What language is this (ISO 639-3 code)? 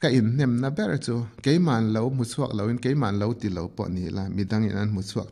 lus